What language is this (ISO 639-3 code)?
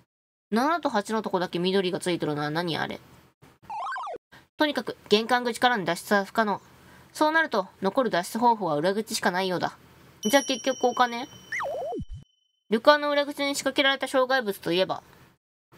jpn